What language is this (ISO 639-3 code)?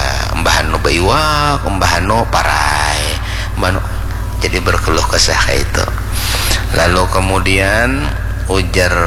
bjn